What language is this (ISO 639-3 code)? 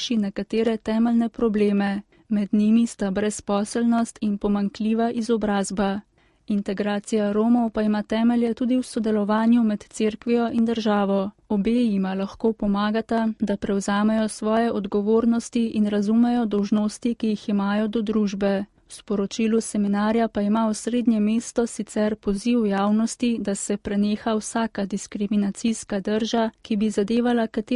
slv